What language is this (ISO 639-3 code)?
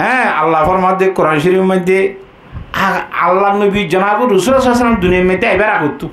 rhg